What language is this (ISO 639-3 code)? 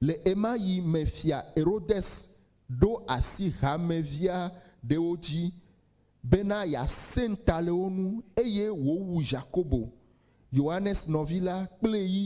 ewe